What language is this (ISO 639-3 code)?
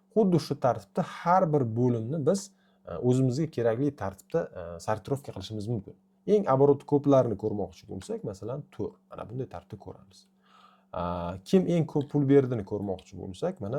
uzb